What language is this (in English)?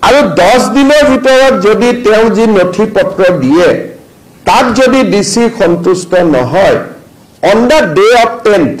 Assamese